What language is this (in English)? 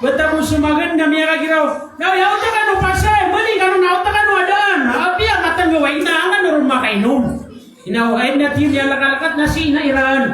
Maranao